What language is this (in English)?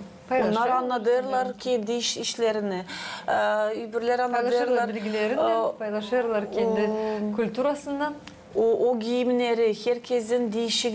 Gagauz